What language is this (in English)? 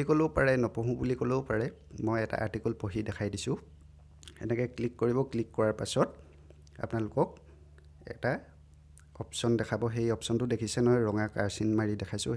Assamese